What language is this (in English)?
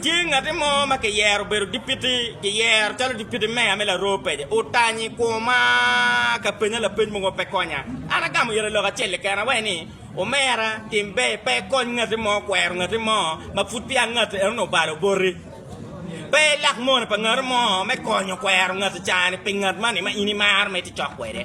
Acoli